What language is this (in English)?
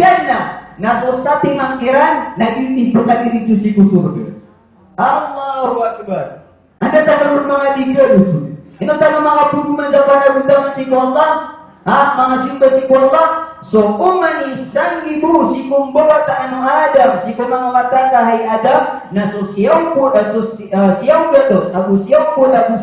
Maranao